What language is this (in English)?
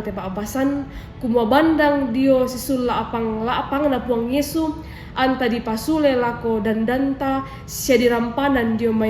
Toraja-Sa'dan